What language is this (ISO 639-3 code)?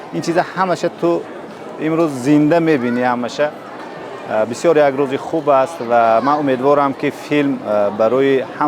tgk